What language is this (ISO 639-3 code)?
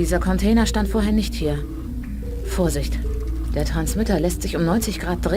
bar